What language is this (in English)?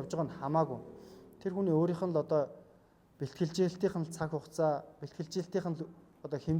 Mongolian